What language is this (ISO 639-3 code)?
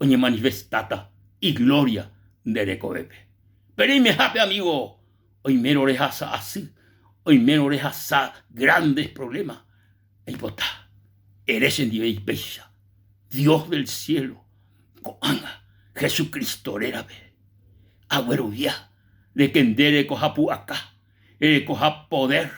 grn